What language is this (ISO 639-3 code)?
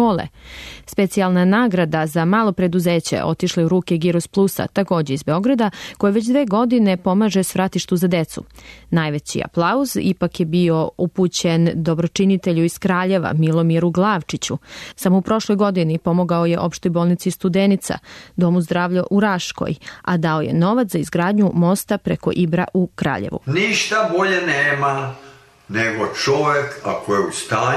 srp